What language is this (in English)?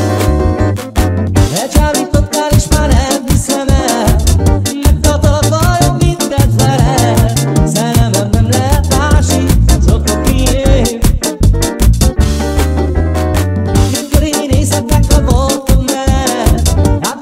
Hungarian